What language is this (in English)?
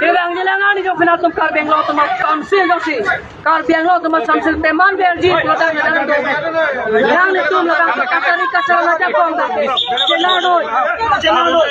Karbi